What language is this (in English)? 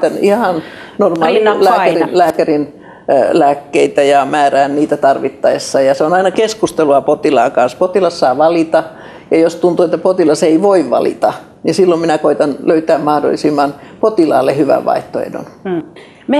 Finnish